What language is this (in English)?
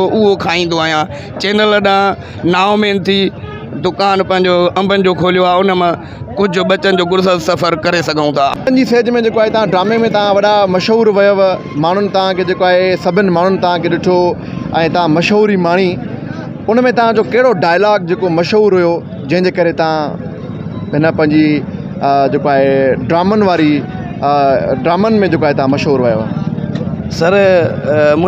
Sindhi